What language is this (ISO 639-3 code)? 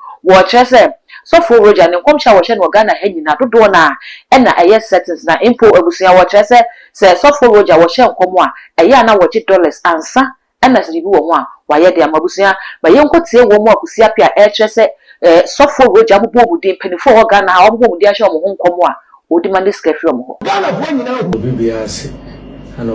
aka